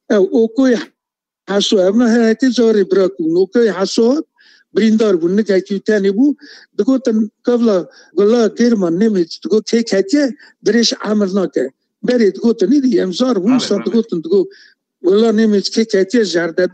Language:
Kurdish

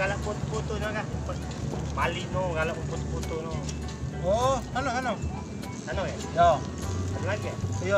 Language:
Musi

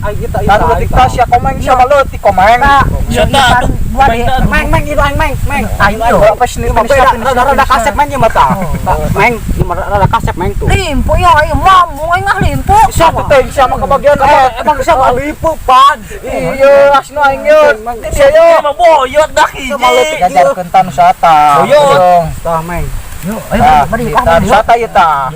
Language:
Sundanese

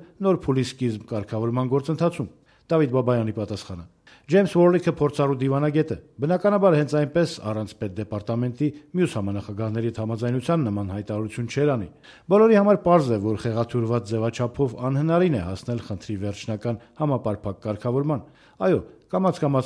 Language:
Armenian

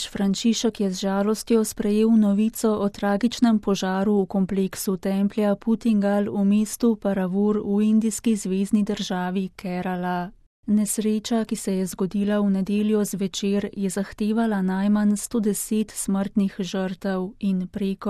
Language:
Slovenian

